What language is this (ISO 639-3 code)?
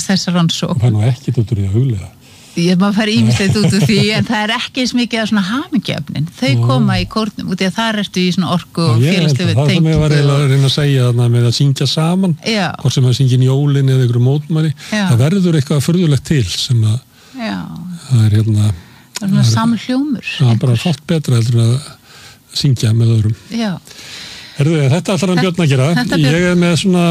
isl